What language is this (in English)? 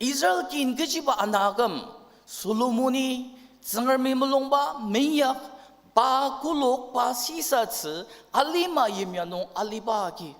Ao Naga